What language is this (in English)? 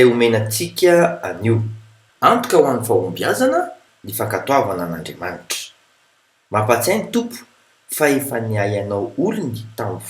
Malagasy